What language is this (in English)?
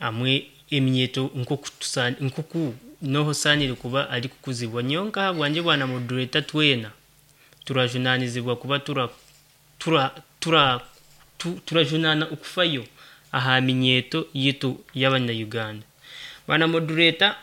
Nyankole